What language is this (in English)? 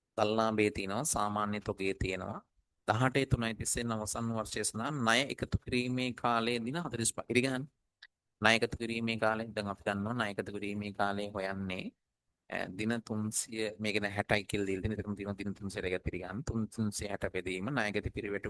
Sinhala